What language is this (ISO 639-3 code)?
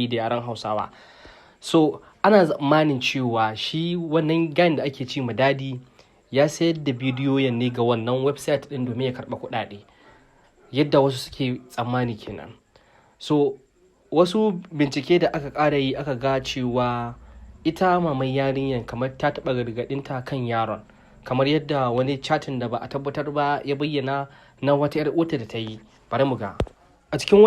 hau